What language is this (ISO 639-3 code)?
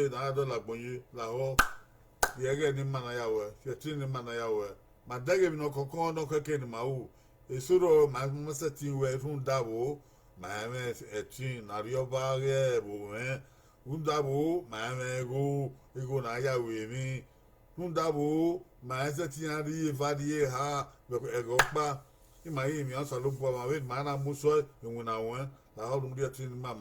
bin